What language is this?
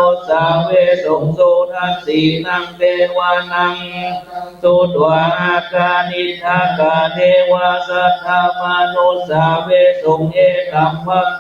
Pali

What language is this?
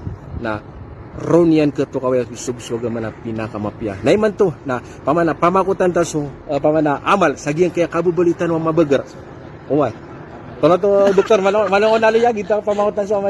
Maranao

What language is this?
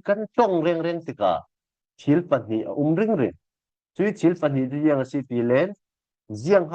Falam Chin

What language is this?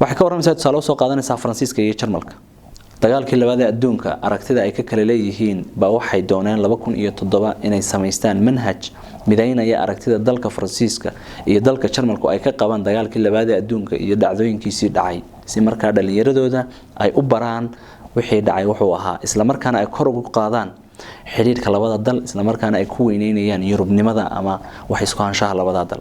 Somali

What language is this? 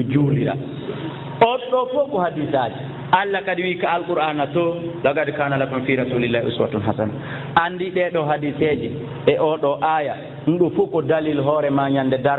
Fula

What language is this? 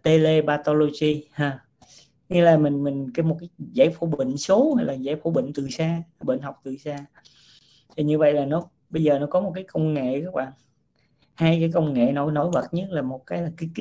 Vietnamese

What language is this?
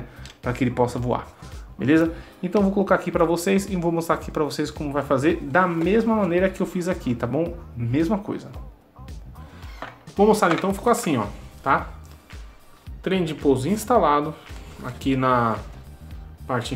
Portuguese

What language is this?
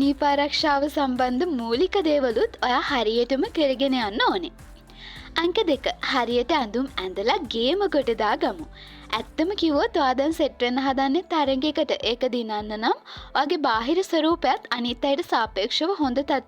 Sinhala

